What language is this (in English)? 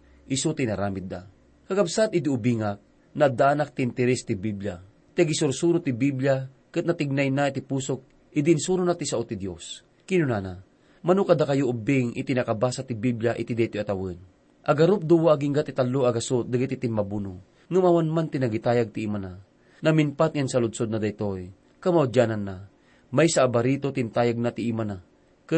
Iloko